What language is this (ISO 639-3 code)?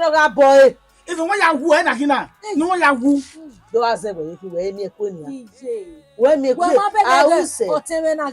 bin